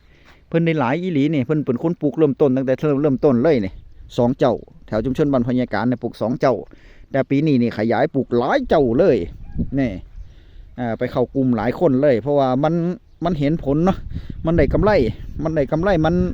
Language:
Northeastern Thai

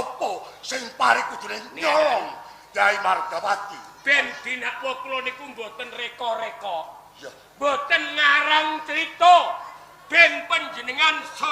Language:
Javanese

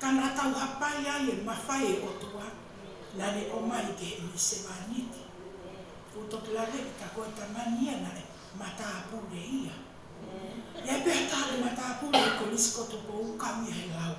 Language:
Tongan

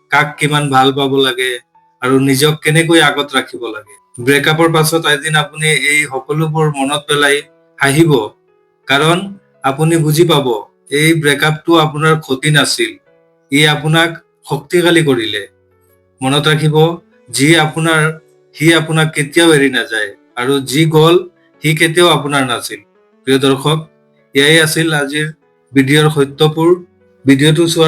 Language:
Assamese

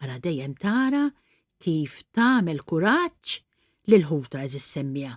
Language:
Maltese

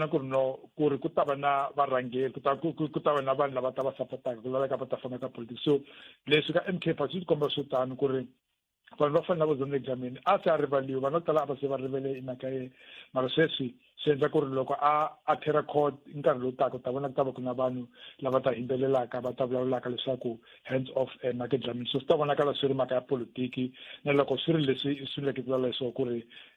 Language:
Tsonga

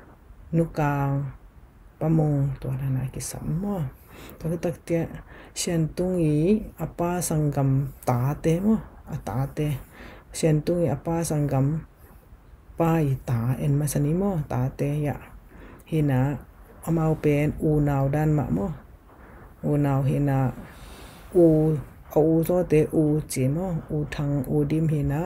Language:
Tedim Chin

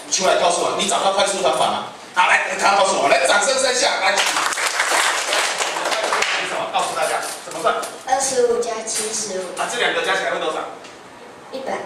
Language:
Chinese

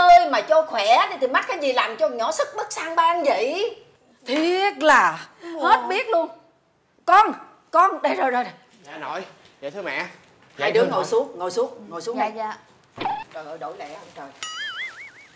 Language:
Vietnamese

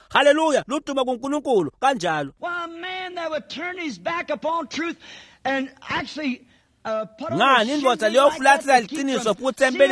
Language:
Swati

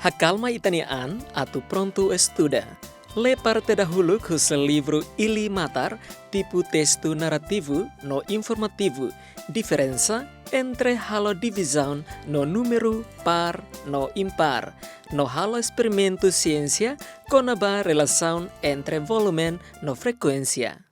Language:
Tetum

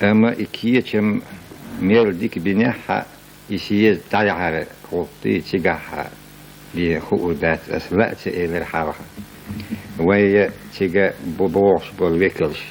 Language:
Chechen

